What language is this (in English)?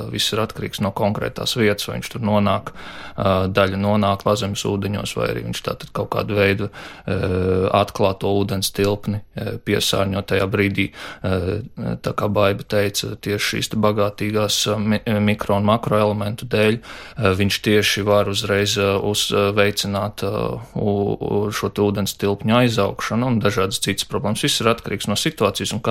Latvian